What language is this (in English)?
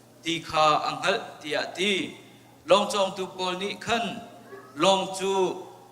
Hakha Chin